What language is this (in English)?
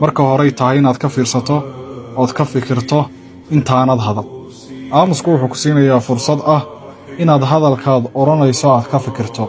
Somali